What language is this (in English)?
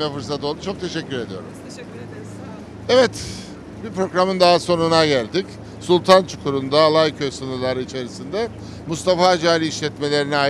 Turkish